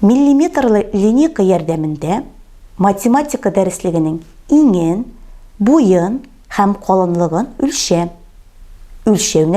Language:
Tatar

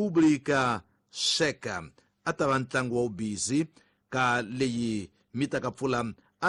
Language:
Tsonga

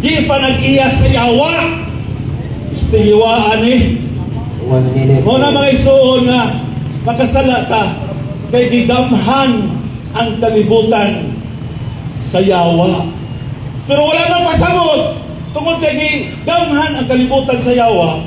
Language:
Cebuano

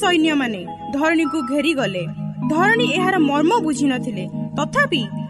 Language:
Odia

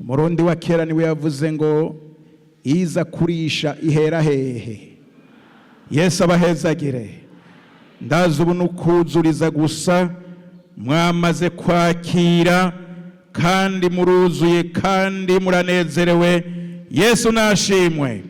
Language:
Rundi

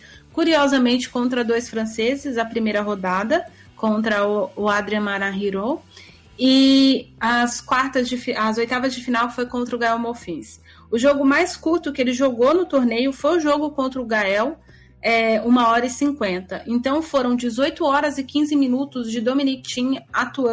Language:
Portuguese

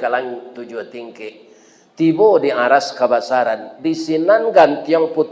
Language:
Minangkabau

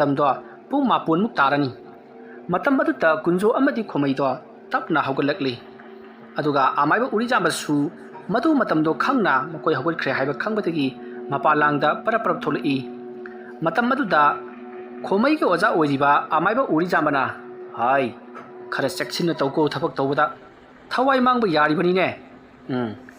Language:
Manipuri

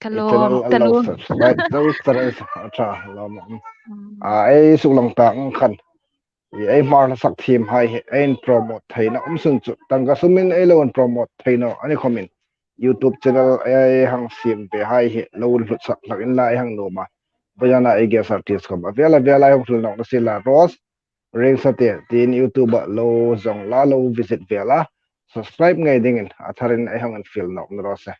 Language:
Hmar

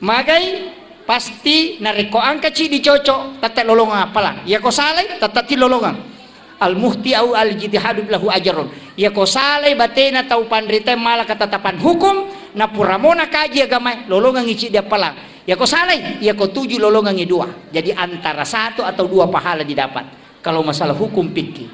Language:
Buginese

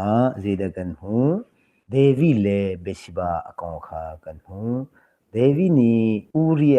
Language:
Hakha Chin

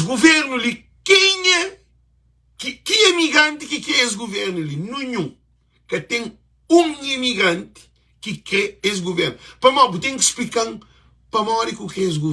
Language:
Kabuverdianu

